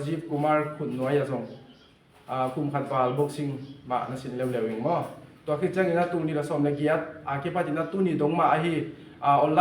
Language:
Tedim Chin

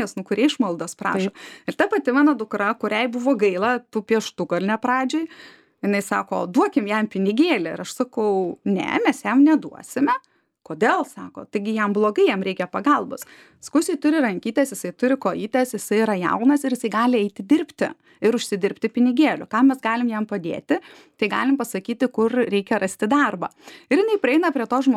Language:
Lithuanian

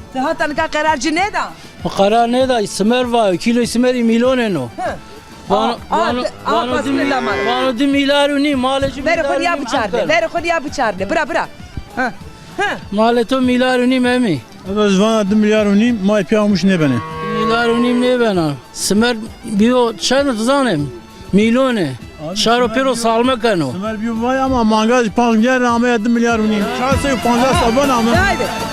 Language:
Zaza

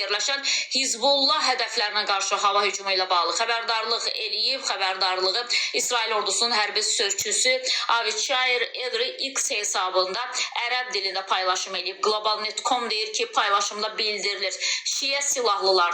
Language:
Azerbaijani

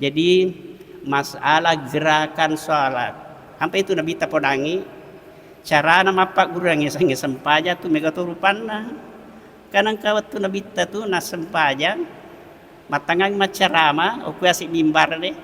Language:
Buginese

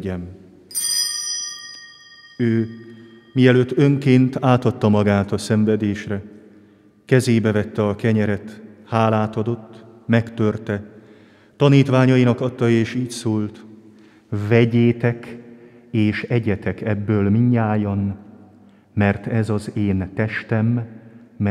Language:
Hungarian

